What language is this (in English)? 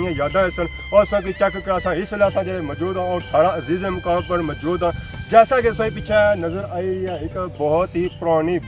Pahari-Potwari